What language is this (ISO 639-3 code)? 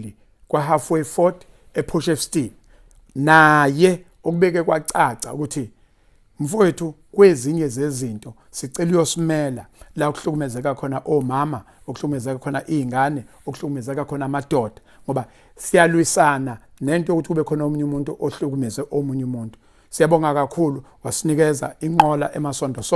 zul